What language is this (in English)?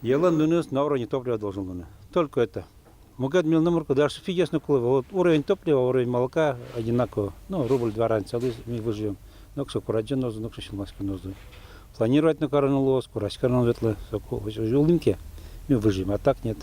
Udmurt